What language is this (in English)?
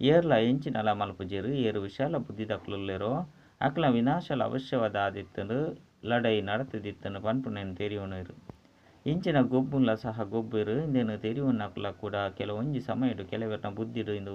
Tulu